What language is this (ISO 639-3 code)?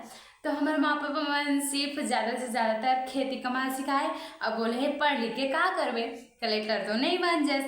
hne